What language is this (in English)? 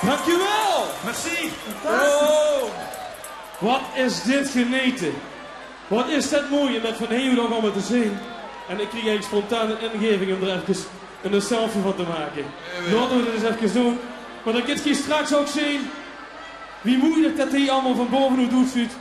Limburgish